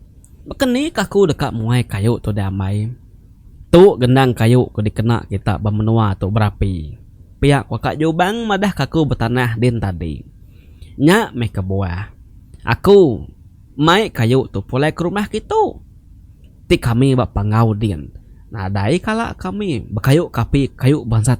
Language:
Iban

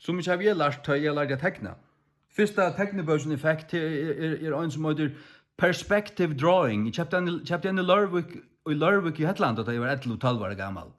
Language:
Faroese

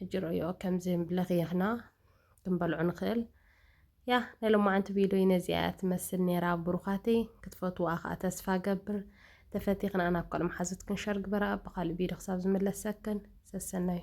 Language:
Tigrinya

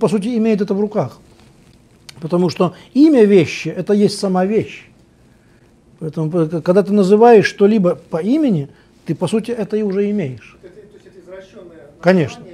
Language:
Russian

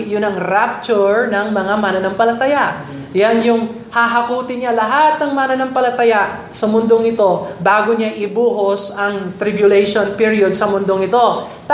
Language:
Filipino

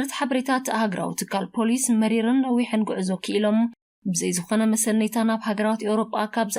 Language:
Tigrinya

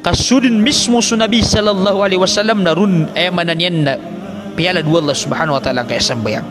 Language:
Maranao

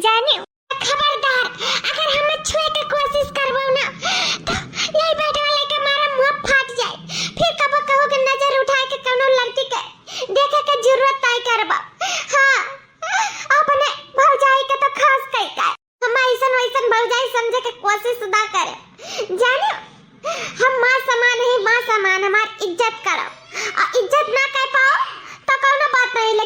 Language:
Awadhi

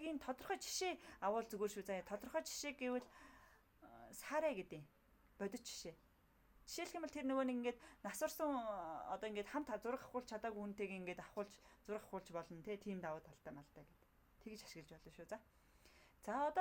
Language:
Mongolian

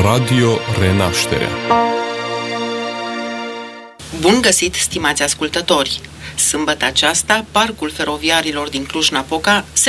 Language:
Romanian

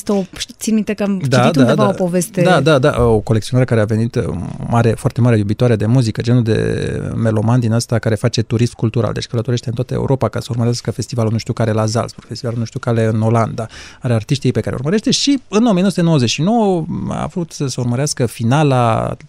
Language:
Romanian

